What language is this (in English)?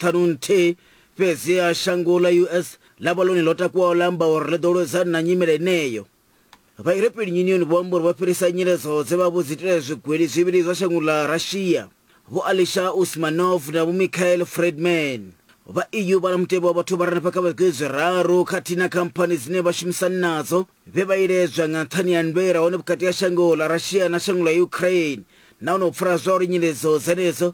Venda